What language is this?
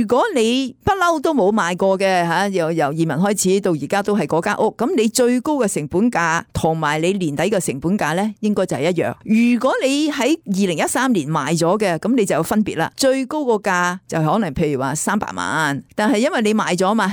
Cantonese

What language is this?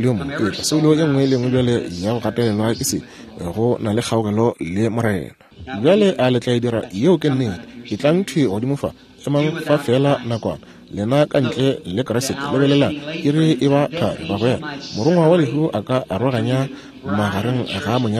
Northern Sotho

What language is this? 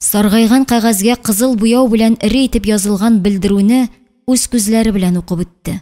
Tatar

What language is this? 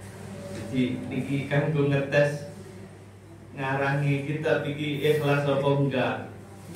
Javanese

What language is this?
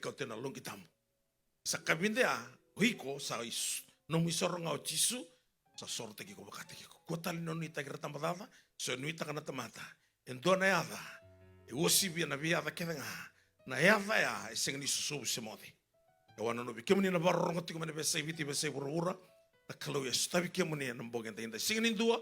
Fijian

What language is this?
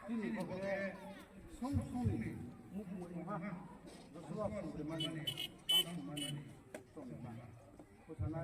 Riang (India)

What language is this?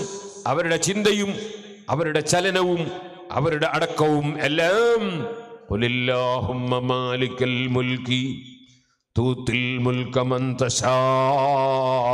Malayalam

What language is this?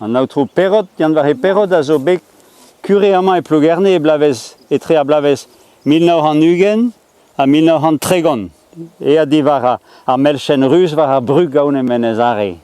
Breton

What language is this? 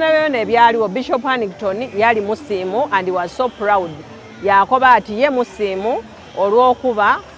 Soga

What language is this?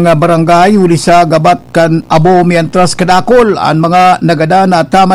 Bikol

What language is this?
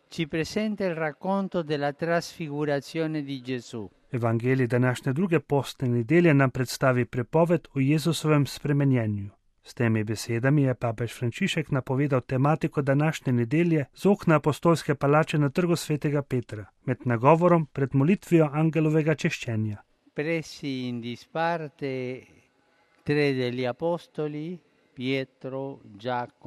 Slovenian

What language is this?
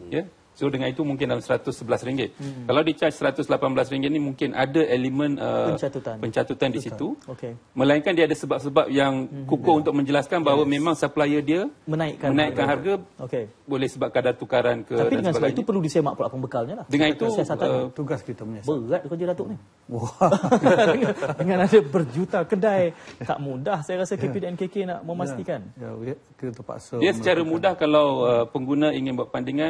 Malay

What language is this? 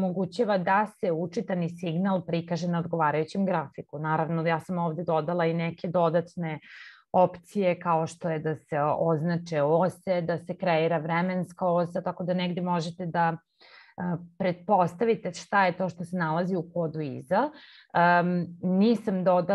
Serbian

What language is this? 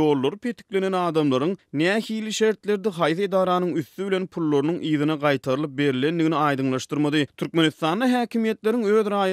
Turkmen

